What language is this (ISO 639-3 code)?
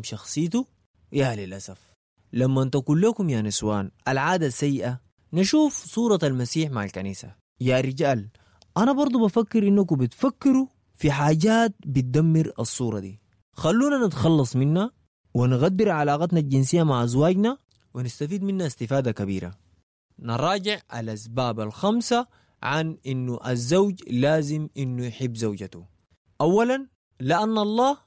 apd